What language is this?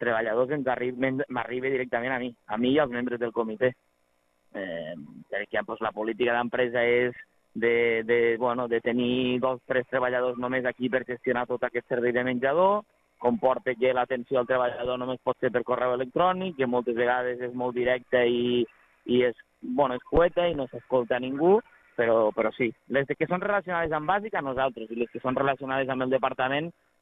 Catalan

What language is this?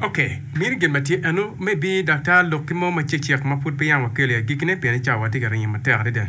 Acoli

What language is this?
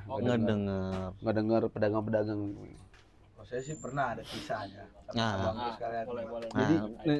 Betawi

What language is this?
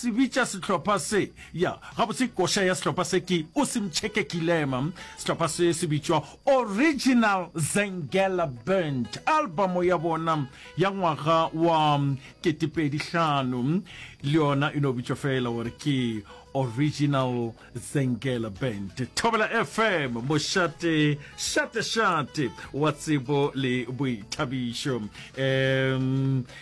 Northern Sotho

